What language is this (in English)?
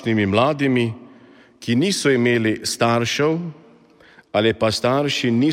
Slovenian